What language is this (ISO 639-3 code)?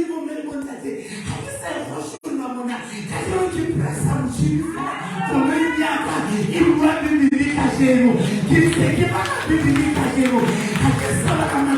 sot